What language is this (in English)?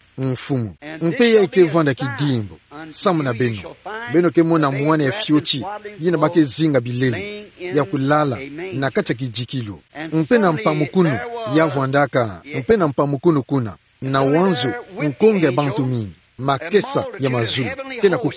Kituba (Democratic Republic of Congo)